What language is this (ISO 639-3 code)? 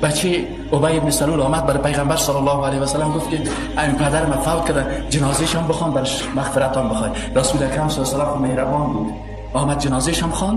tgk